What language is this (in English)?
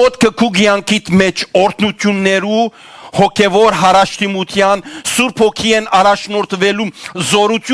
Western Armenian